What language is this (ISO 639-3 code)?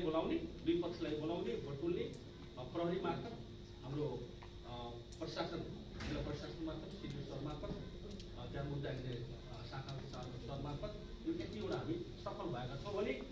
nep